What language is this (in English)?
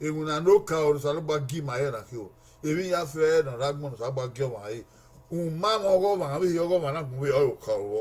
Bini